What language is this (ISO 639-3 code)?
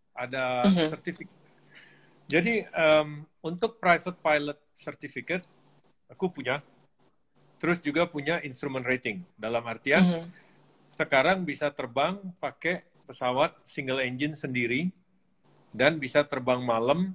ind